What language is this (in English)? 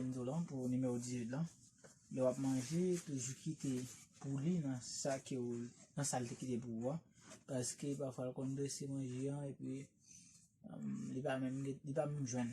Haitian Creole